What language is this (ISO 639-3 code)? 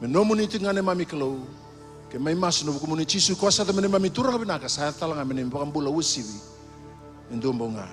fij